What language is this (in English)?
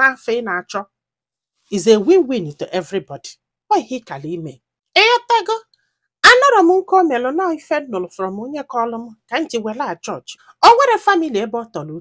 Igbo